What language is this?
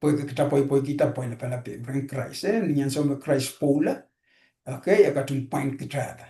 Pohnpeian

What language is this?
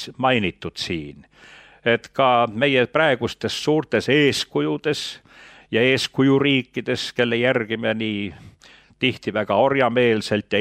Estonian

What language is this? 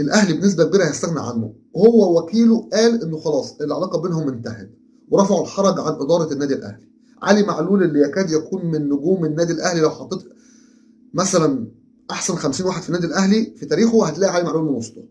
Egyptian Arabic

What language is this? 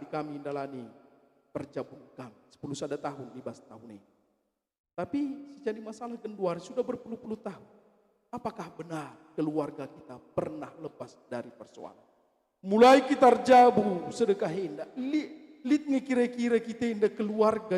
Batak Karo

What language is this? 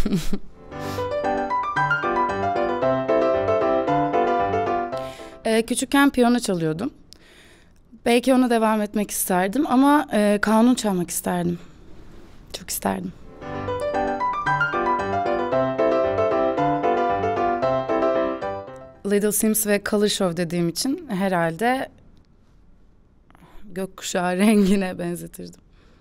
Turkish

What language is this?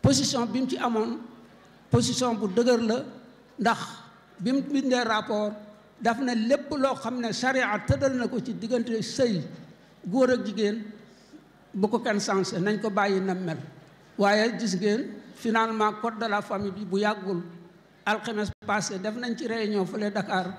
Wolof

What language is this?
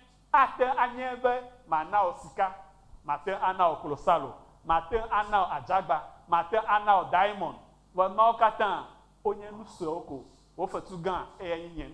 Ewe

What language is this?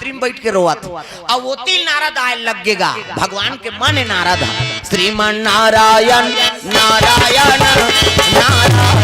Chhattisgarhi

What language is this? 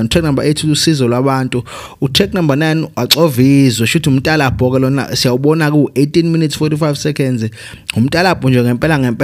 Zulu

